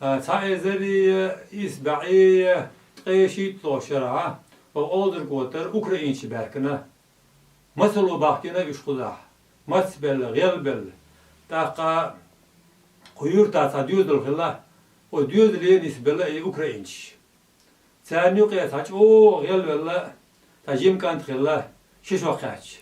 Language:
Chechen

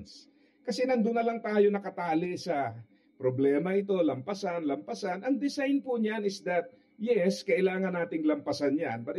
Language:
Filipino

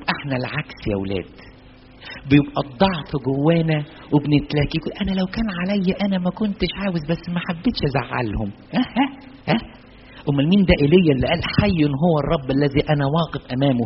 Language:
Egyptian Arabic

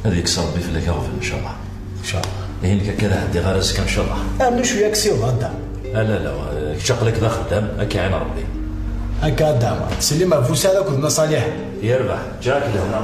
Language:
Kabyle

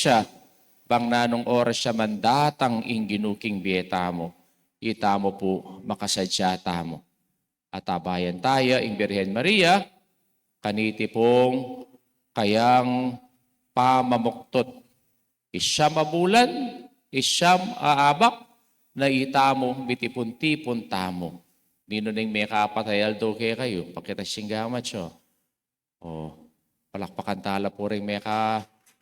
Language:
Pampanga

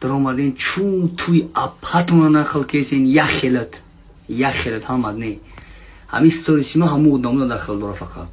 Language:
Tajik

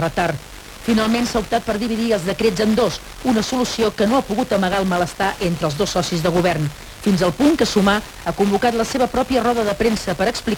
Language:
Catalan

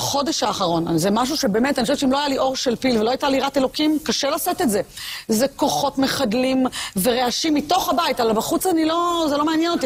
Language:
Hebrew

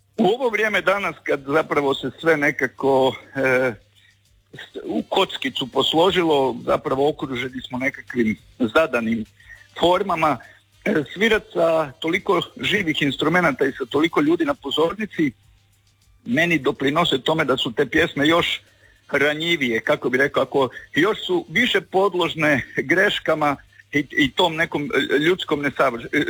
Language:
Croatian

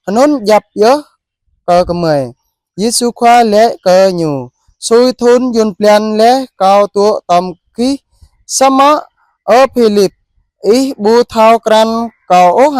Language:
Jarai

